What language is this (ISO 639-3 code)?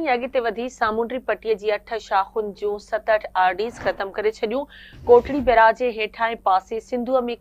snd